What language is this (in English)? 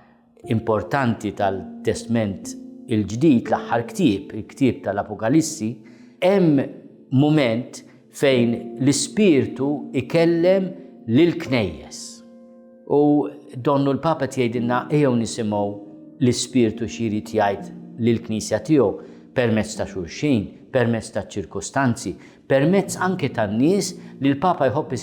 Maltese